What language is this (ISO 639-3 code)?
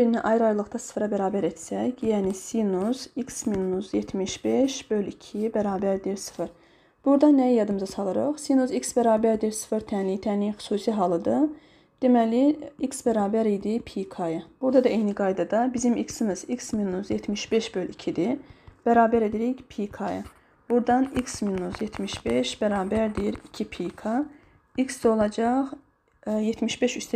aze